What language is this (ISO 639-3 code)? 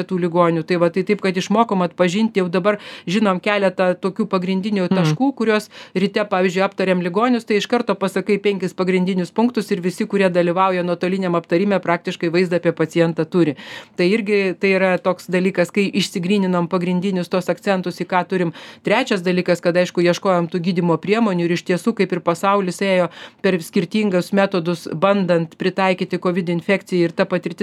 lit